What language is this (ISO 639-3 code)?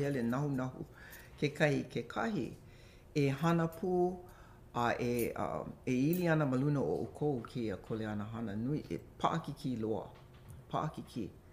haw